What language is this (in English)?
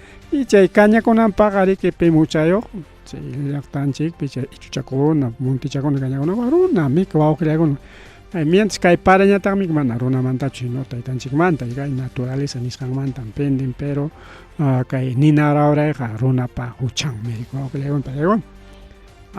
Ayacucho Quechua